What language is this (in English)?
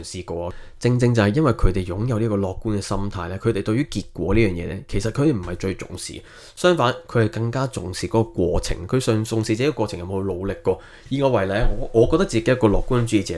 Cantonese